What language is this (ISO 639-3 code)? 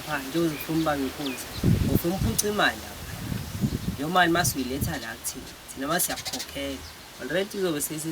zul